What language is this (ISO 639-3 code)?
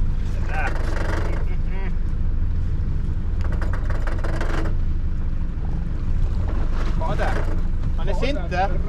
nor